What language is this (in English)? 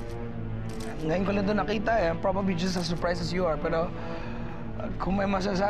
Filipino